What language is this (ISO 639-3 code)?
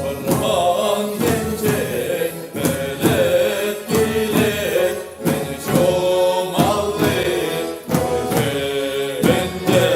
chv